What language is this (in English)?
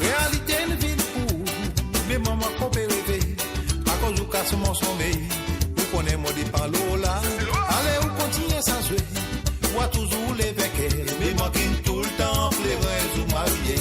Morisyen